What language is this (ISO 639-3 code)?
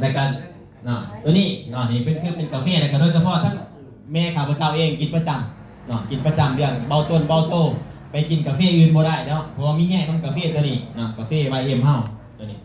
tts